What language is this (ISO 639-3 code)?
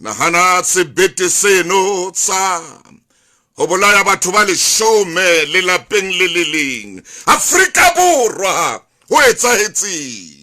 sot